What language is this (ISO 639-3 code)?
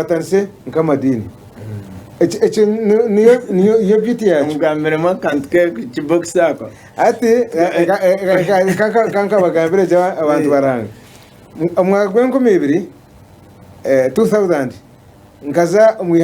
nyn